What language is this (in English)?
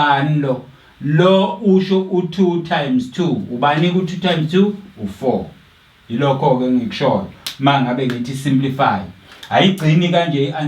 Zulu